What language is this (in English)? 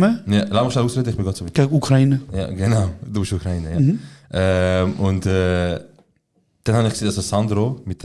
Swiss German